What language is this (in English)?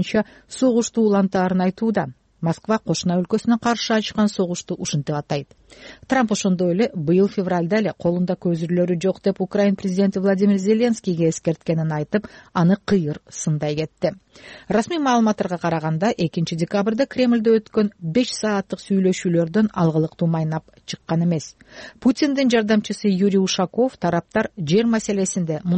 Kyrgyz